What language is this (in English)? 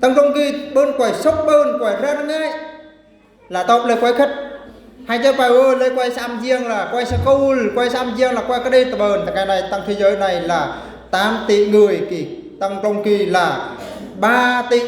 Eastern Bru